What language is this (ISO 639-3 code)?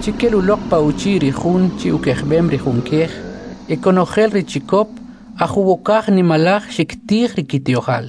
quc